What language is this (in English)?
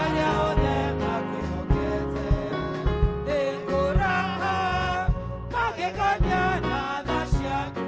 Kikuyu